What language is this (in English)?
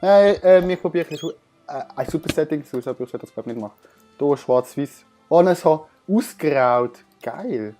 Swiss German